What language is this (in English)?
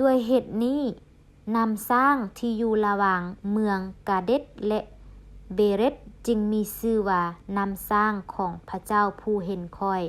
Lao